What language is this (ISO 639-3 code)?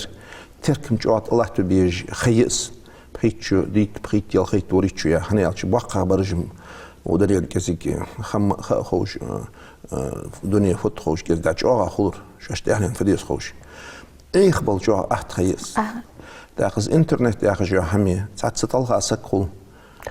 inh